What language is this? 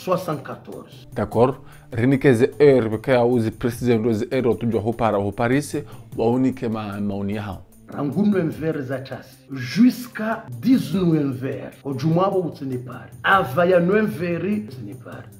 Ngazidja Comorian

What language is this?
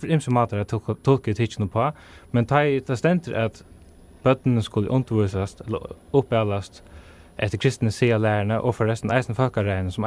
Faroese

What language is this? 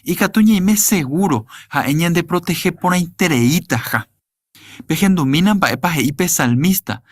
Guarani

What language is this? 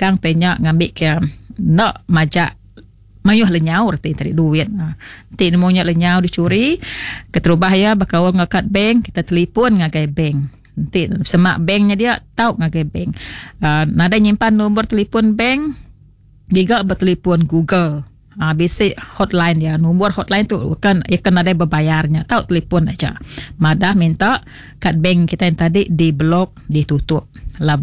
Iban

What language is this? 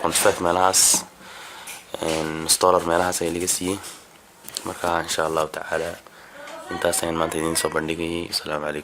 Somali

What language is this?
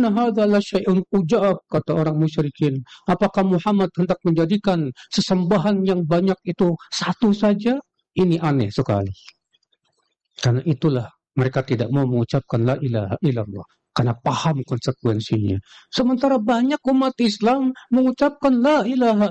Indonesian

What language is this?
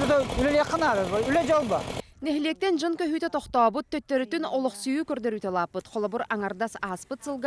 Yakut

